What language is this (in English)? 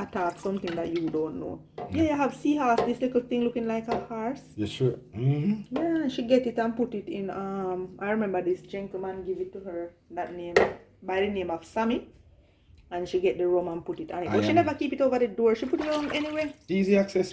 Jamaican Creole English